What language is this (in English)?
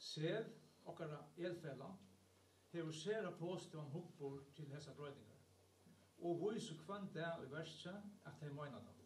Faroese